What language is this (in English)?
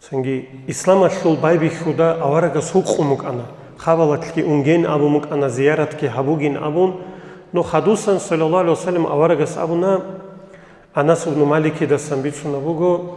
Avaric